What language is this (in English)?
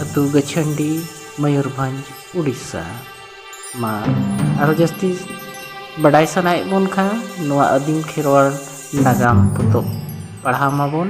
Santali